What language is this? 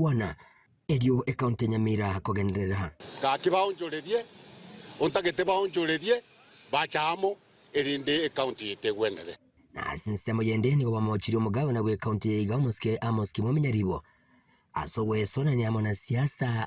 Gusii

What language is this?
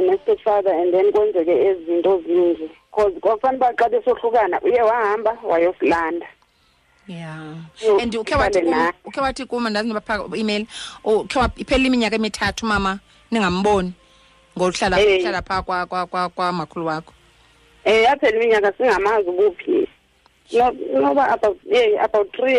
Xhosa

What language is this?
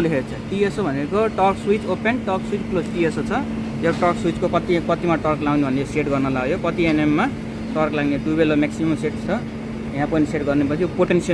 Nepali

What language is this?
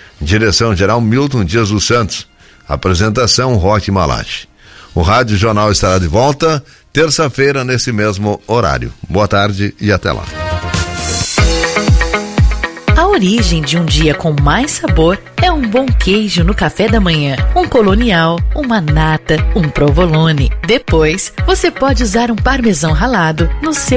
Portuguese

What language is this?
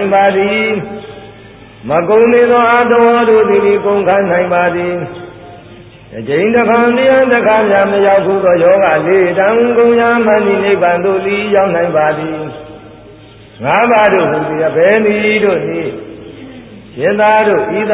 Burmese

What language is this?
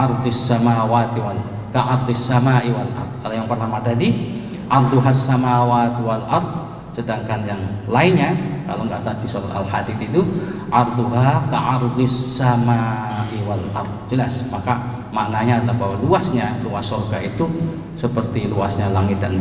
Indonesian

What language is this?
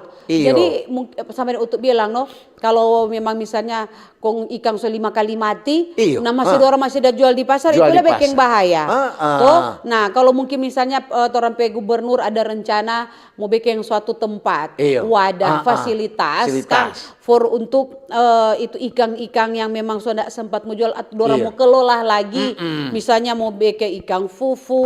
Manado Malay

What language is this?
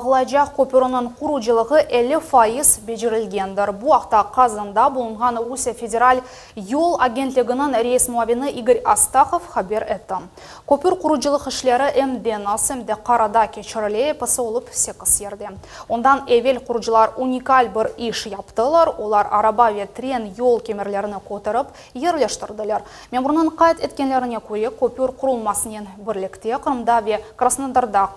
Crimean Tatar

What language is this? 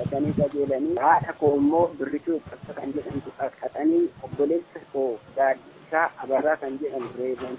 Oromo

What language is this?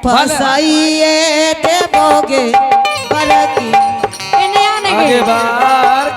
Angika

